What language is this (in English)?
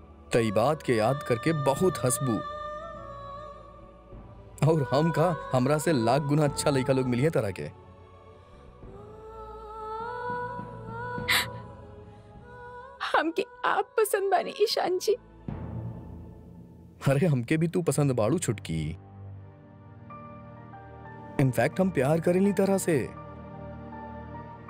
Bhojpuri